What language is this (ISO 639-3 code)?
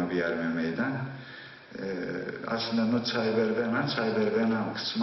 zza